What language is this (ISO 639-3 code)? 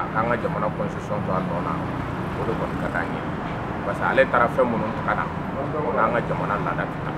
bam